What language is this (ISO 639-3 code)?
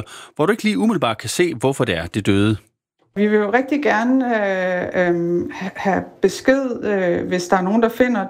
dan